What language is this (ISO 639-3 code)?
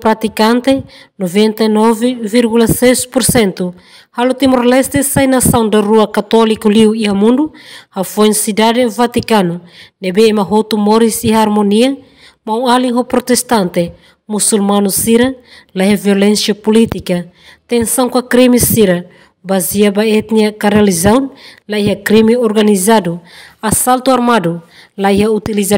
tet